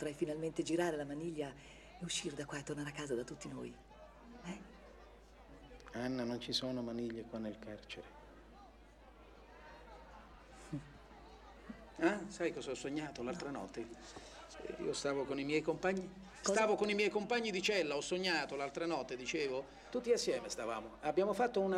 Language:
Italian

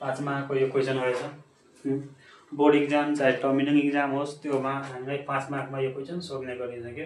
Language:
Nepali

